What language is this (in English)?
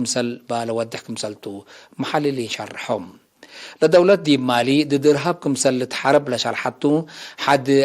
Tigre